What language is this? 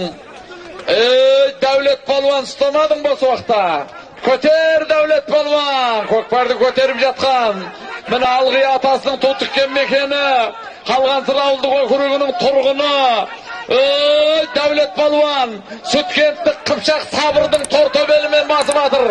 Kazakh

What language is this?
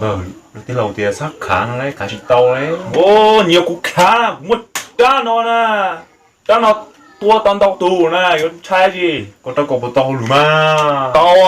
Hmong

